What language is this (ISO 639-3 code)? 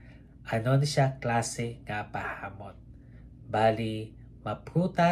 hil